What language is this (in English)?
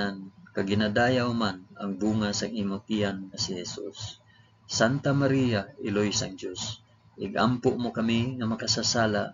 Hiligaynon